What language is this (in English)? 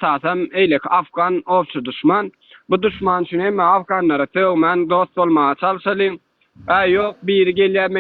Turkmen